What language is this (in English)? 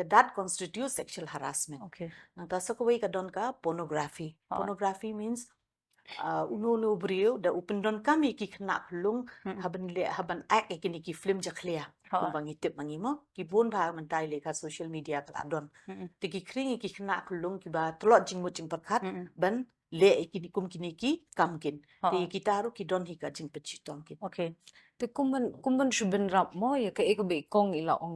Khasi